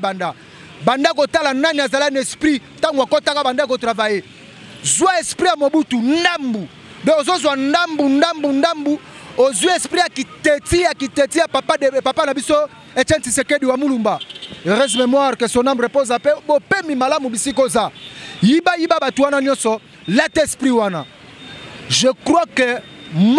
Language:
Lingala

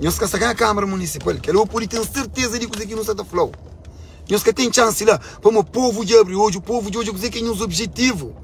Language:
Kabuverdianu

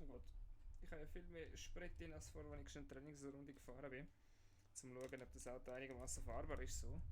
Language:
Swiss German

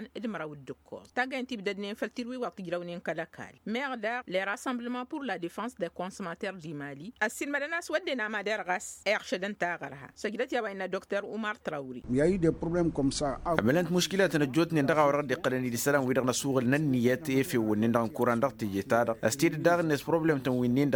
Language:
Tamasheq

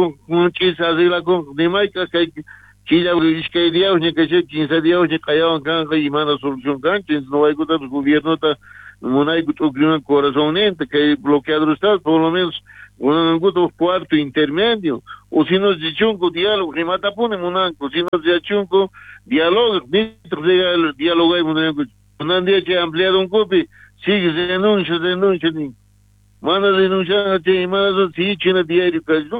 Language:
South Bolivian Quechua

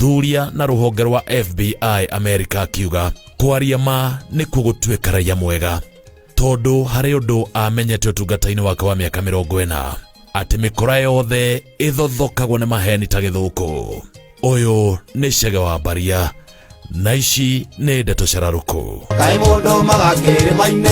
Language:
Kikuyu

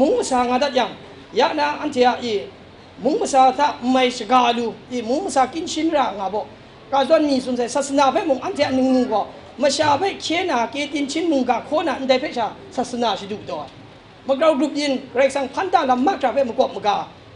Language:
Kachin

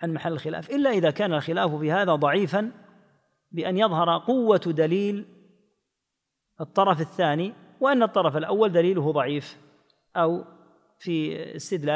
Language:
Arabic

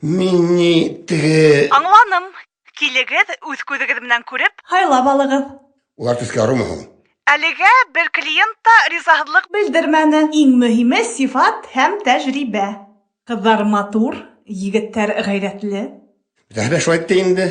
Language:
Bashkir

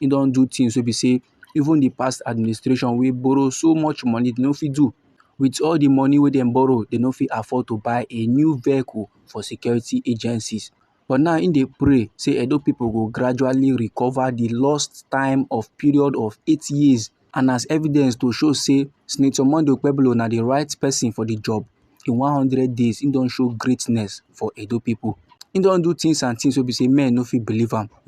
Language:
Nigerian Pidgin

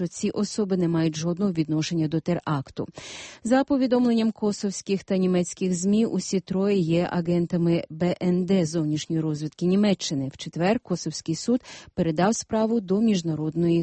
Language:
Ukrainian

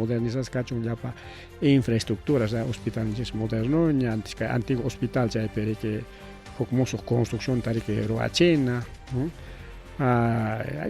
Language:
Ayacucho Quechua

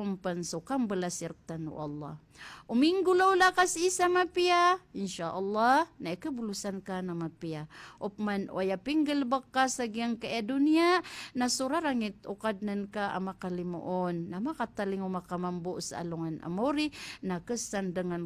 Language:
Maranao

